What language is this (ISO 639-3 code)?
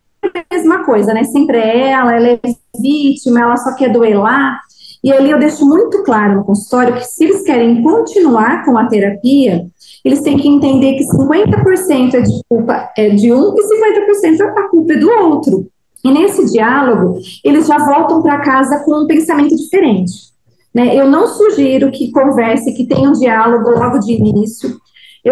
por